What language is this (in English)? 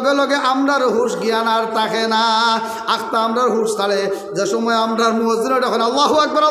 Sylheti